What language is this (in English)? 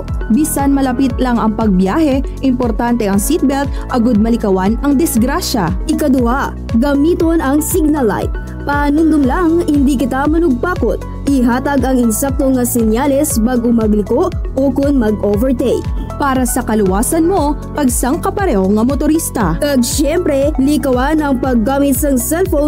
Hiligaynon